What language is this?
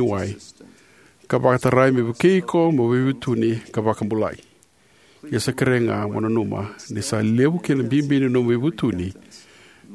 Fijian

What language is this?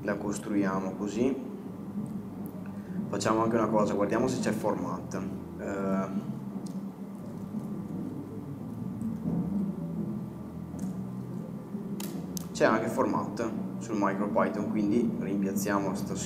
Italian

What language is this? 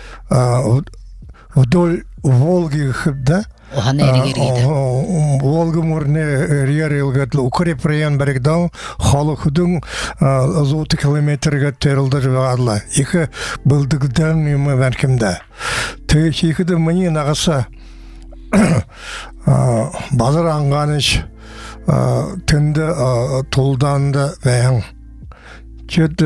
Buriat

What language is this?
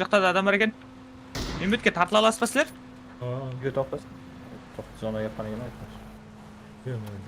Kara-Kalpak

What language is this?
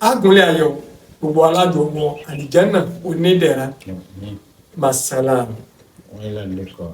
Yoruba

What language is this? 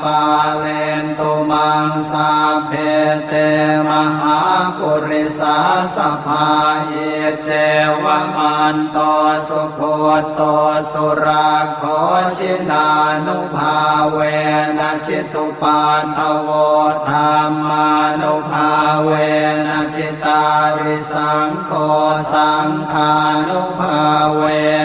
Pali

